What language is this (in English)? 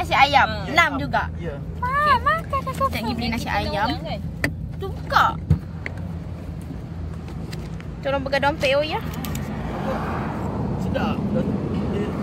Malay